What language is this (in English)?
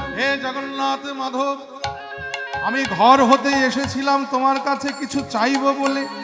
Bangla